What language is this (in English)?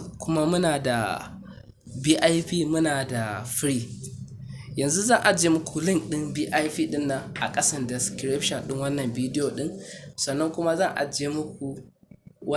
Hausa